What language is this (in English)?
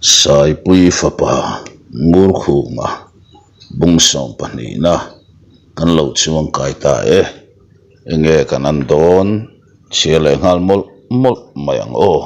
Mizo